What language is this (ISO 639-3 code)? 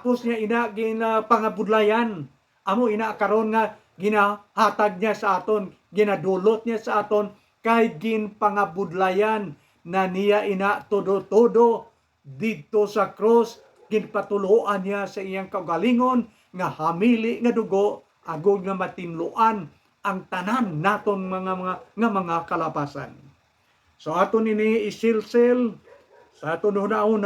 hil